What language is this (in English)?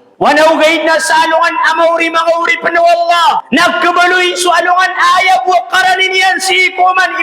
Maranao